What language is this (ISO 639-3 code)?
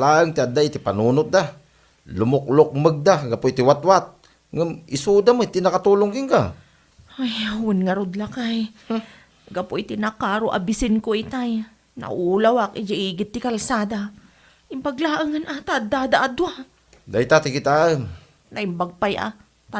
ilo